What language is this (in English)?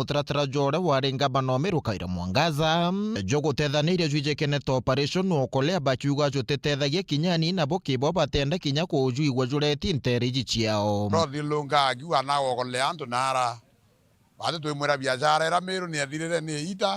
Meru